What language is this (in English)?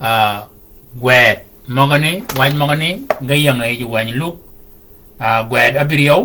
Shilluk